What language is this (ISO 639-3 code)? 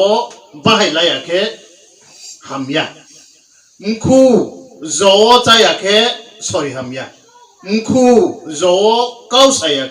ria